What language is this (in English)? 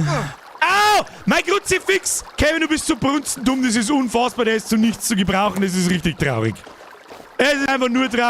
Bavarian